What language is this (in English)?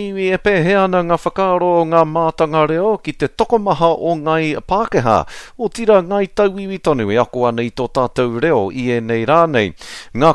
Māori